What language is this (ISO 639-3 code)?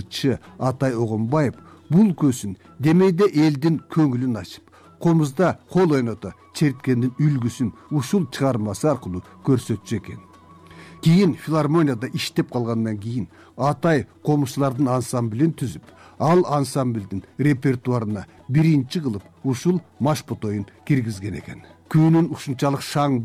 kir